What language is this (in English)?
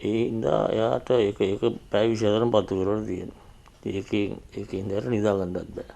Sinhala